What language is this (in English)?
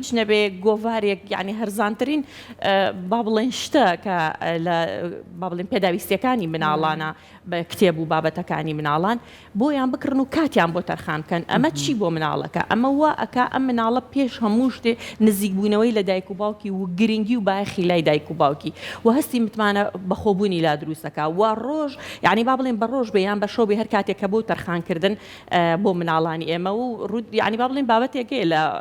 Central Kurdish